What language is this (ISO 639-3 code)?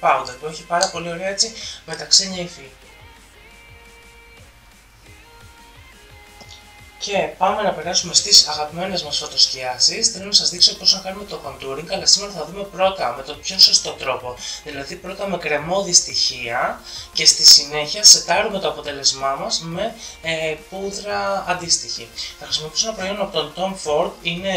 ell